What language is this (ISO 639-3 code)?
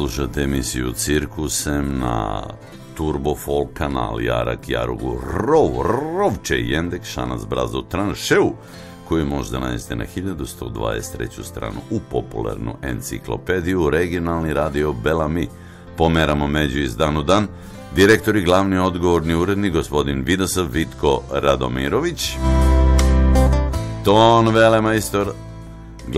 srp